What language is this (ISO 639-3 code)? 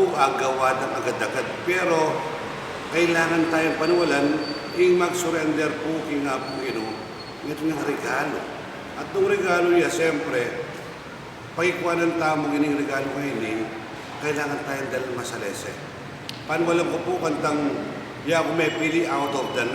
pam